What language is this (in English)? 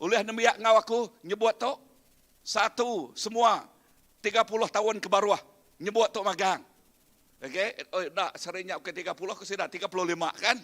Iban